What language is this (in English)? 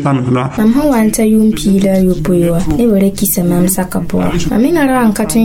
Mossi